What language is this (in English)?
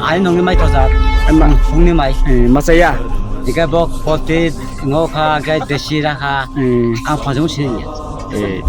Kok Borok